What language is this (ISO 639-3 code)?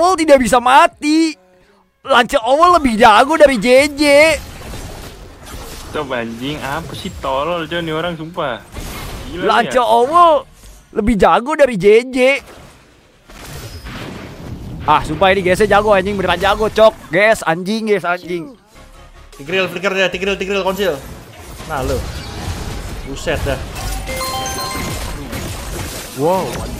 ind